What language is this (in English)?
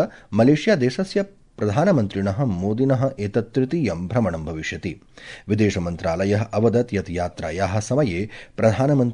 Sanskrit